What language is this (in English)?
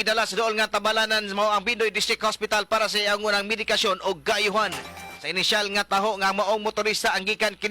Cebuano